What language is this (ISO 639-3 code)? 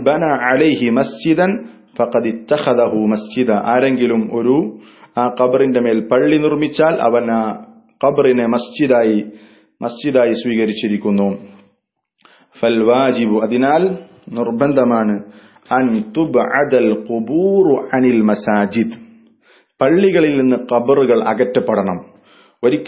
mal